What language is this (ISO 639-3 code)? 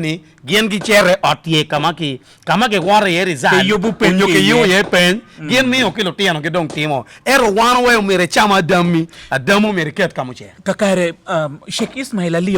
ach